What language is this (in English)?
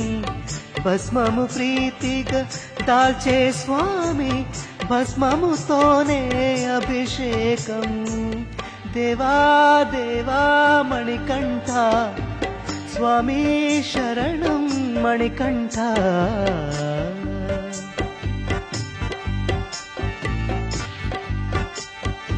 Telugu